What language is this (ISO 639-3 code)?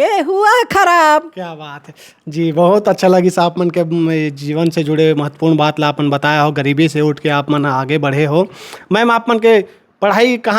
hne